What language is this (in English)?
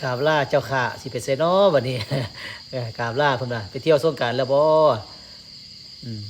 Northeastern Thai